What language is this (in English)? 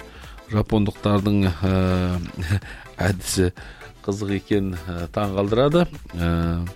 Kazakh